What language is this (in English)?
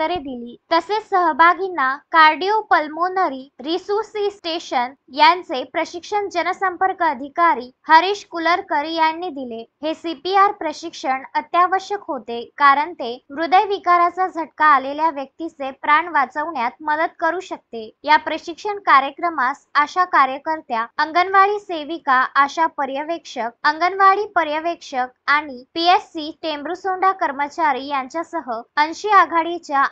Marathi